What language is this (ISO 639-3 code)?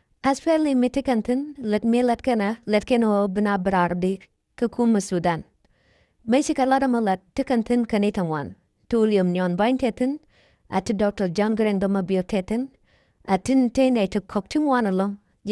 nus